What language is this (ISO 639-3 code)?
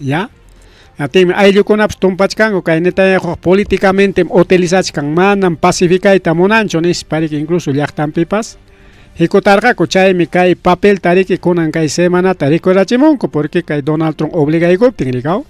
quy